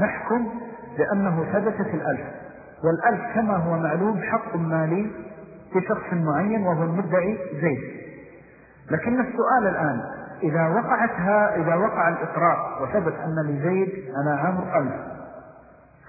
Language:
Arabic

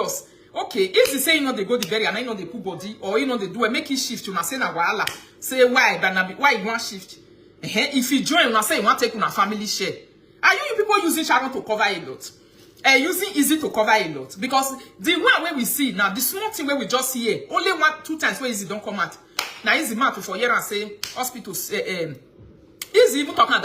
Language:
Nigerian Pidgin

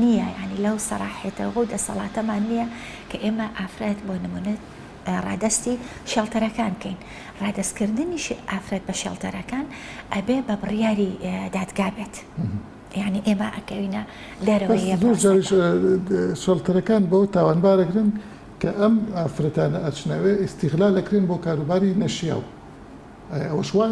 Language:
Central Kurdish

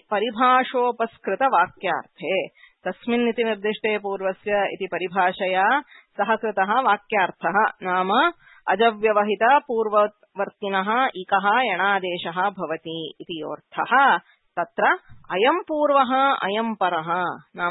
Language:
Sanskrit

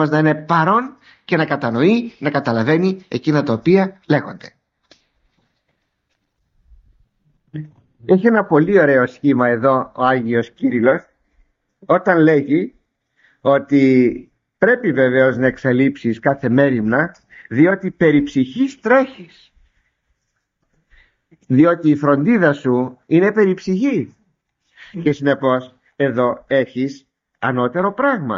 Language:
Greek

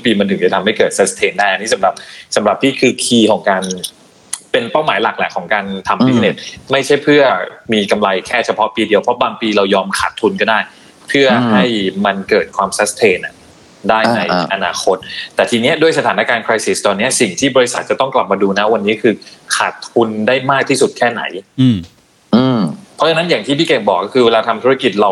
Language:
Thai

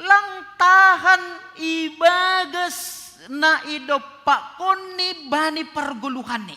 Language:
Batak Simalungun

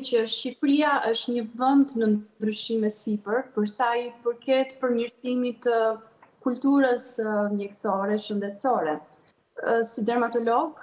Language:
Albanian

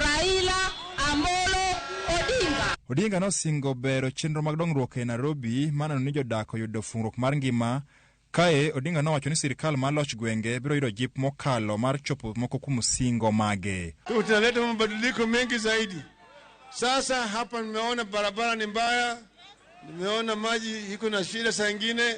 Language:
Luo (Kenya and Tanzania)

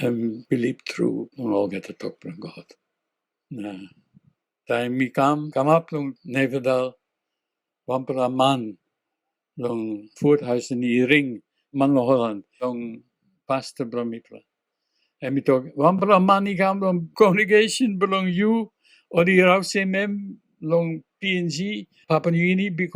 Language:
Tok Pisin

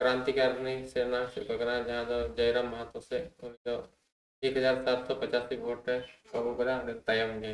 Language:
Santali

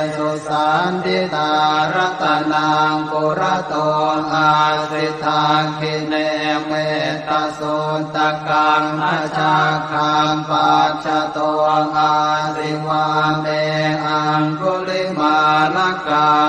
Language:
Pali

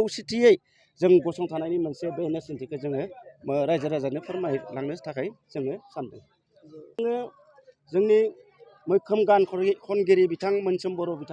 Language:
Bodo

